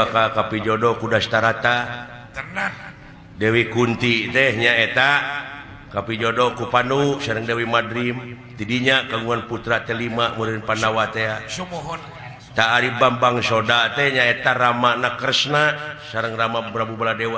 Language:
Sundanese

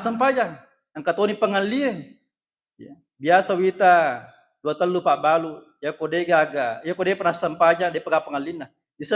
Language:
Buginese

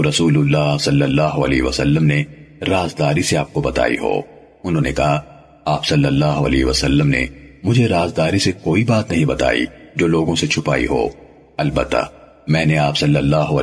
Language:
Urdu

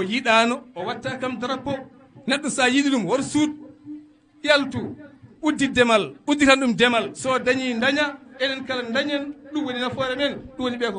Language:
Fula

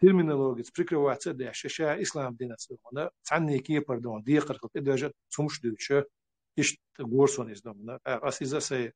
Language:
Chechen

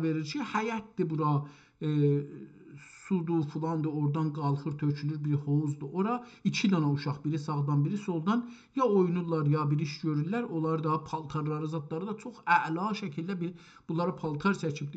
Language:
South Azerbaijani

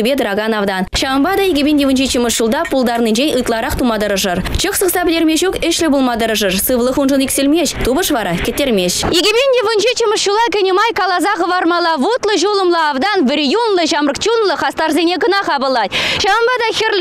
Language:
Chuvash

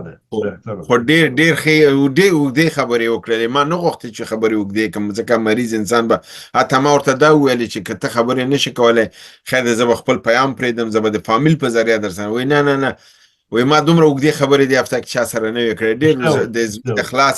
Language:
Pashto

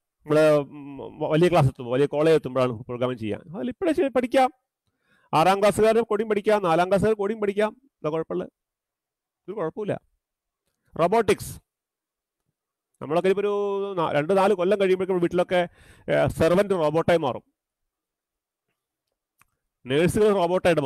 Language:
Malayalam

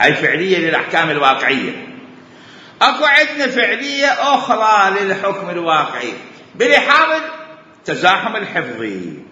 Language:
Mesopotamian Arabic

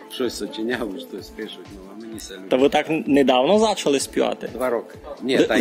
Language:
Rusyn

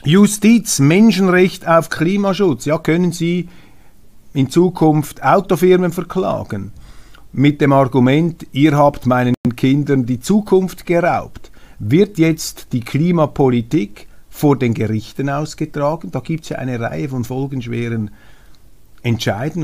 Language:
German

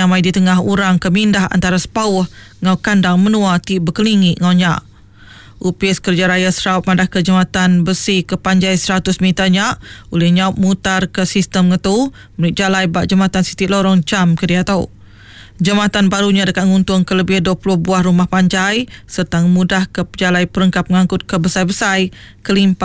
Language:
Iban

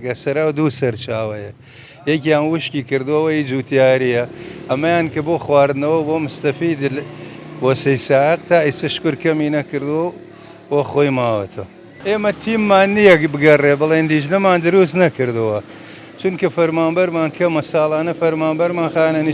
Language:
Central Kurdish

